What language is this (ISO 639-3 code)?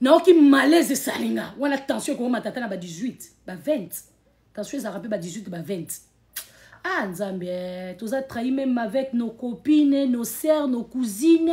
lin